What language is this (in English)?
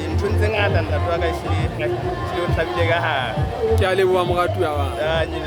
Southern Sotho